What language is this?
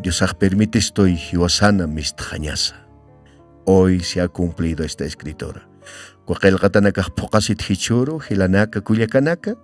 Aymara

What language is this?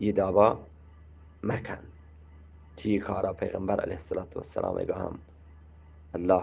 Eastern Balochi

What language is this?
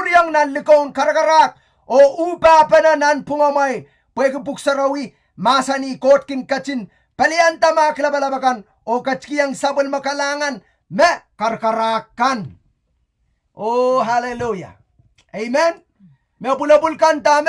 Pohnpeian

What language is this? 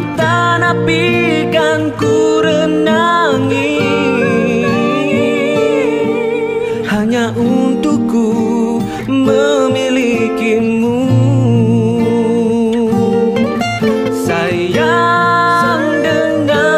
Malay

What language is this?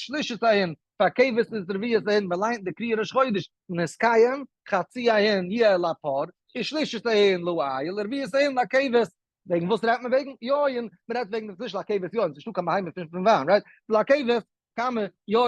Yiddish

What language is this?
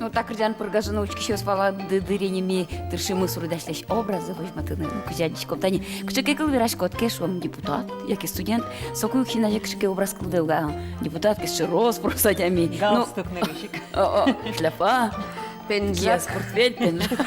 Udmurt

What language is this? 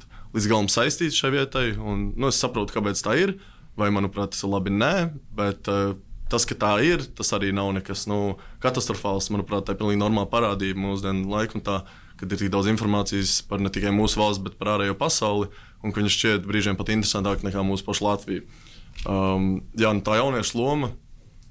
Latvian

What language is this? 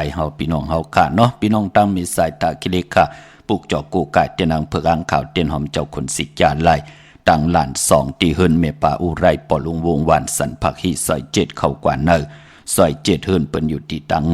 Shan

